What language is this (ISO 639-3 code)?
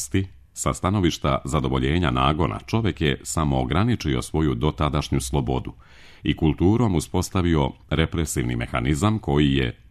srp